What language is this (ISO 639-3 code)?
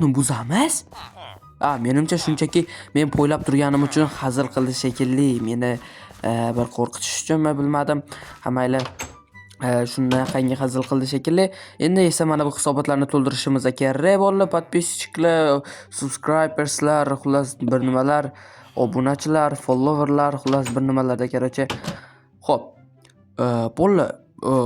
uzb